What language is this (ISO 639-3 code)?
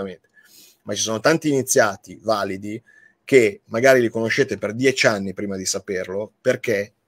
ita